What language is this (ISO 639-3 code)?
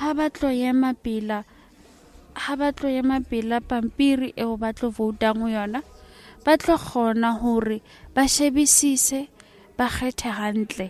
sot